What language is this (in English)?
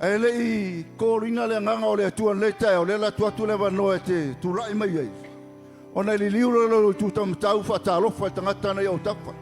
Samoan